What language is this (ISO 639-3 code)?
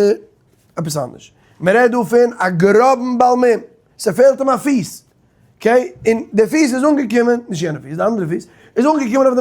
yid